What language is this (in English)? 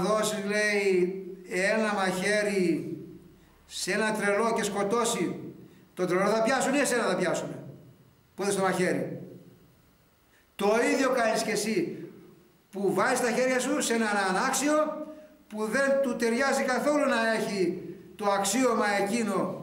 Greek